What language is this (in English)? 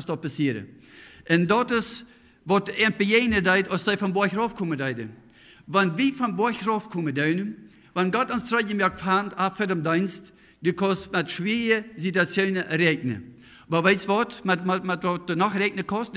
Plautdietsch